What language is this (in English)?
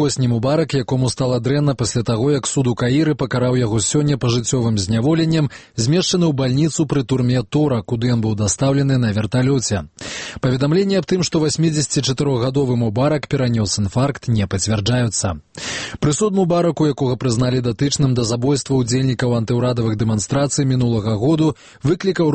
Belarusian